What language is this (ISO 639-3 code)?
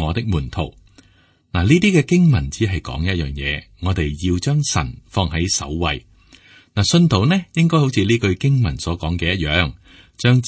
yue